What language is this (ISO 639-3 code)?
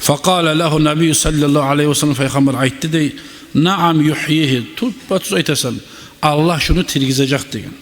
kum